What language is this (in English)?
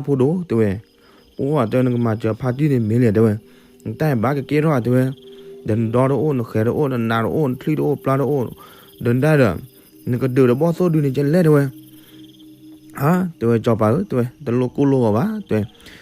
S'gaw Karen